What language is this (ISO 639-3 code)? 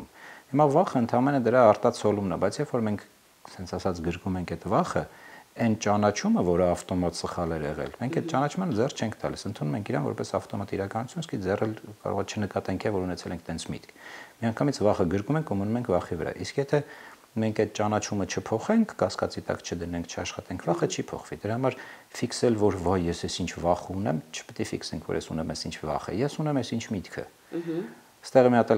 hye